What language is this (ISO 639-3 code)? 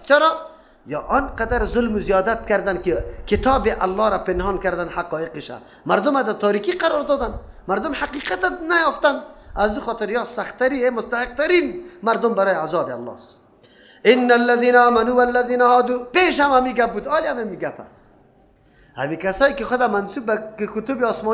fas